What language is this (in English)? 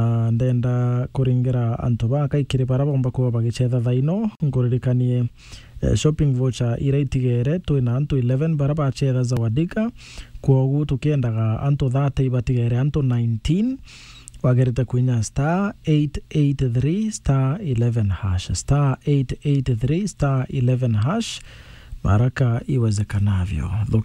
Meru